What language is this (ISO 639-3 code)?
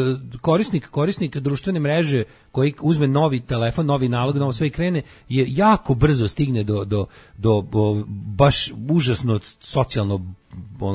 srp